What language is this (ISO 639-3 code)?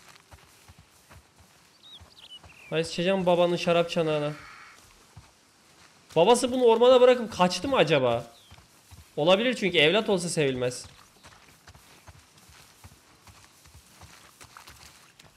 tur